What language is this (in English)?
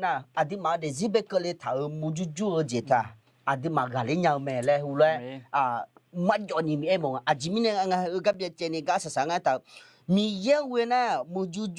Akha